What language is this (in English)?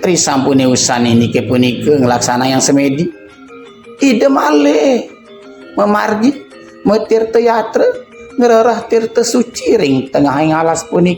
Balinese